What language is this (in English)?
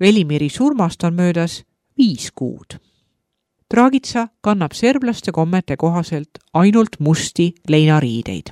Estonian